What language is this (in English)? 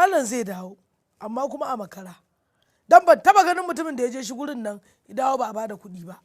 Hausa